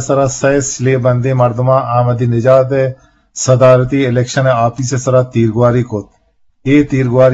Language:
Eastern Balochi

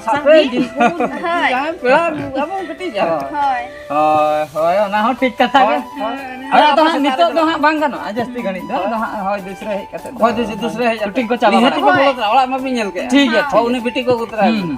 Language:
Santali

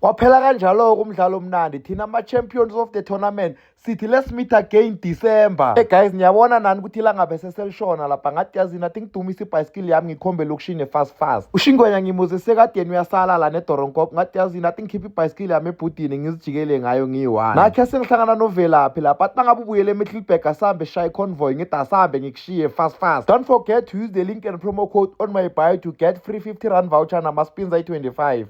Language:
Zulu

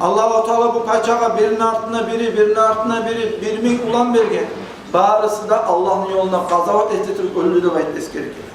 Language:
Kumyk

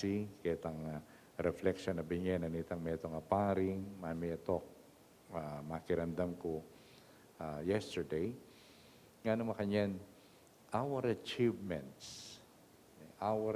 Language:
Pampanga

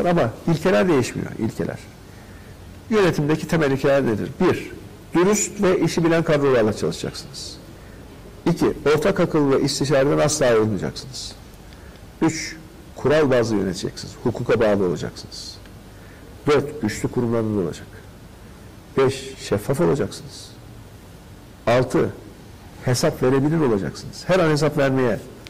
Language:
Turkish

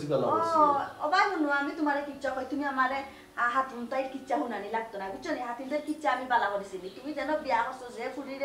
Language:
Sylheti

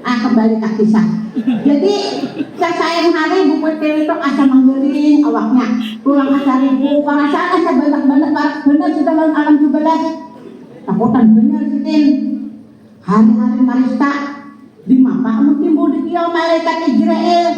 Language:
Banjar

